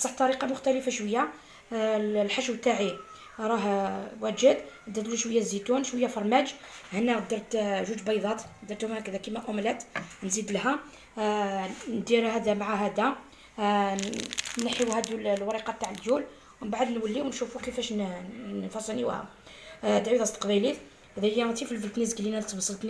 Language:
Algerian Arabic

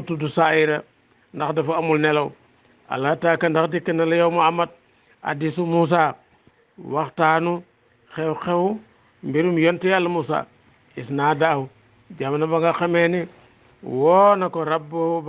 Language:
Wolof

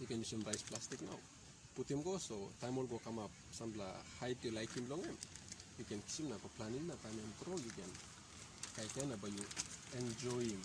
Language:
Tok Pisin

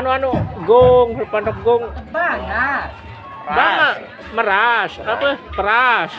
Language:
Sasak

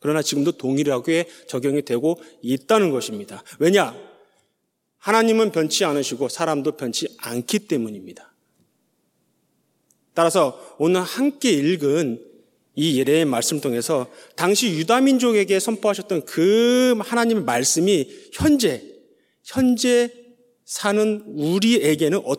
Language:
Korean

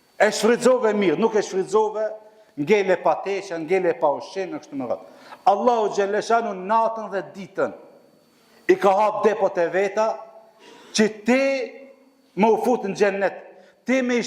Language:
Albanian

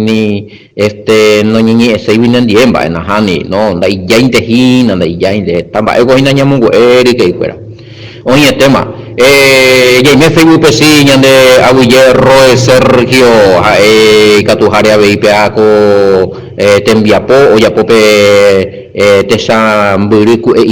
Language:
Guarani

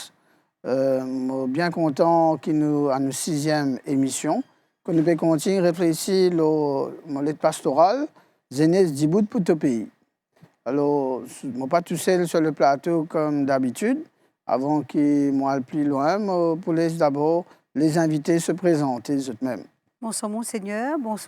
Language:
Morisyen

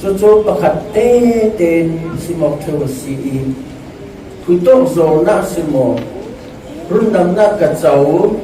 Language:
Falam Chin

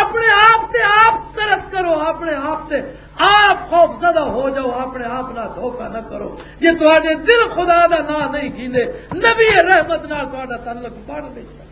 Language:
Western Panjabi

